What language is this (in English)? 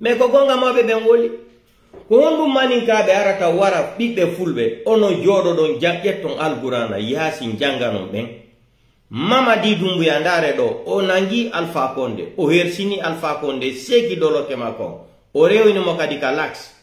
Pular